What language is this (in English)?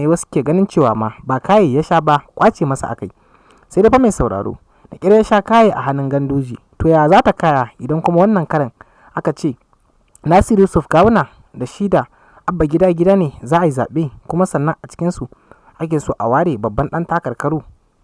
Hausa